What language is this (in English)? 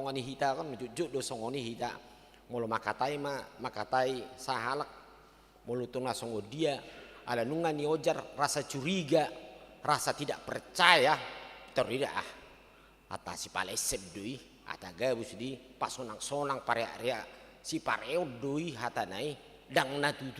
Batak Toba